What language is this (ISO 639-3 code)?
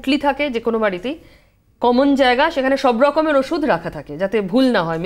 ben